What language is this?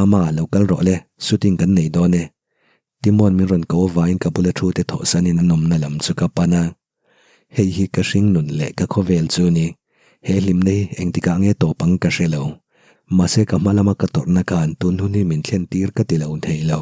Mizo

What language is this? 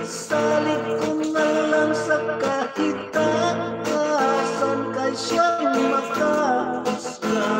Hiligaynon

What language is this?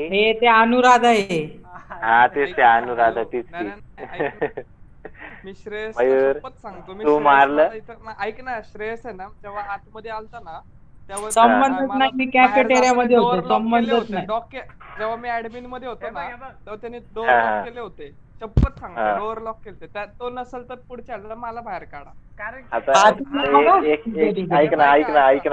Marathi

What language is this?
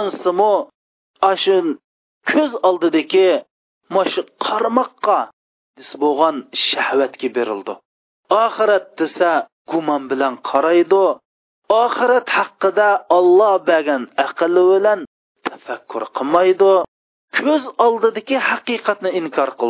Uyghur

